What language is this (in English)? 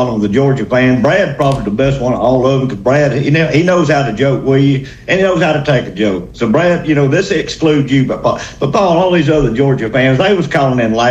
English